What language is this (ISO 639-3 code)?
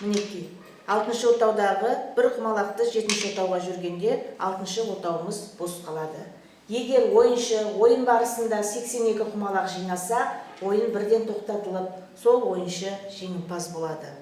kaz